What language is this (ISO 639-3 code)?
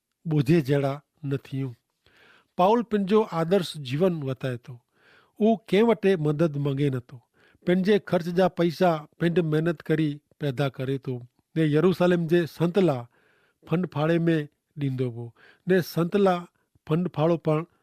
kfr